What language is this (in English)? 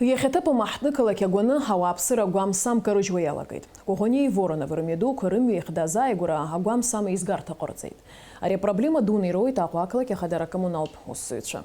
Abkhazian